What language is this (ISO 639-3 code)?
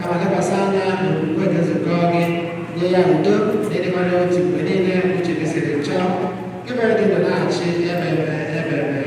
ibo